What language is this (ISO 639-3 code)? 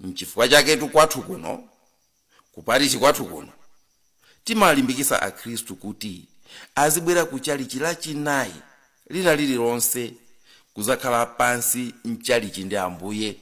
nya